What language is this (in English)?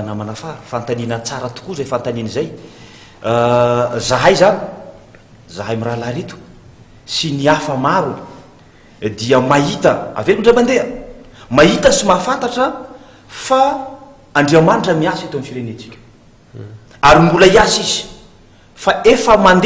Malagasy